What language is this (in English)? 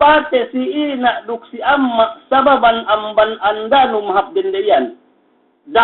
Yakan